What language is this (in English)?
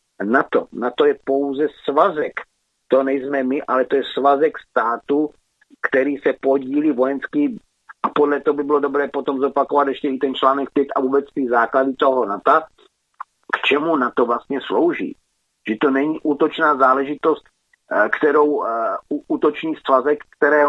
Czech